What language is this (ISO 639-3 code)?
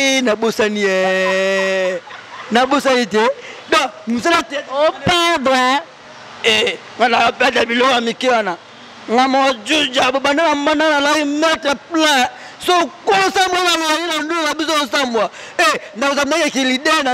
lin